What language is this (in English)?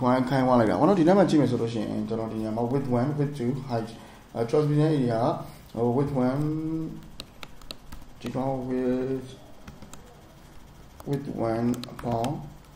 Burmese